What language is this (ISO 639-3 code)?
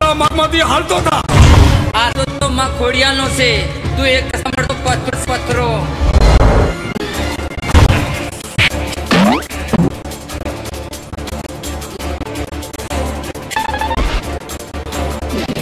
guj